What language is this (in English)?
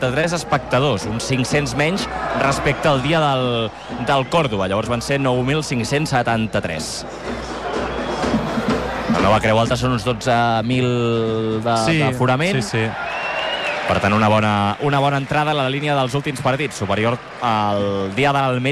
Catalan